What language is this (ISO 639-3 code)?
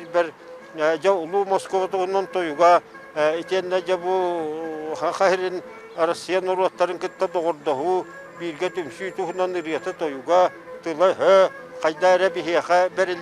sah